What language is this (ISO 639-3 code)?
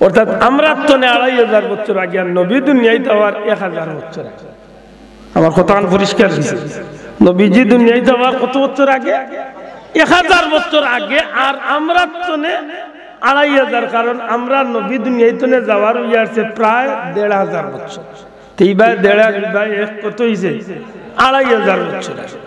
syl